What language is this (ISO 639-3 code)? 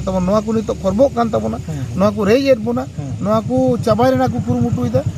sat